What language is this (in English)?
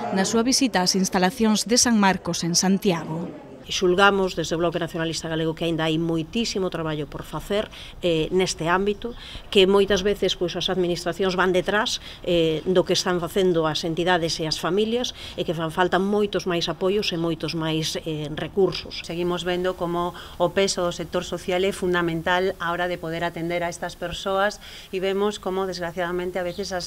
Galician